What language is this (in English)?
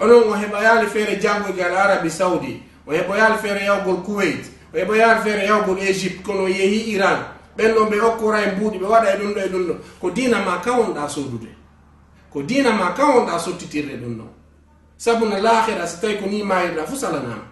Fula